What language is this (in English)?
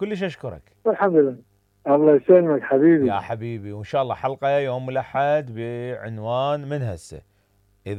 Mesopotamian Arabic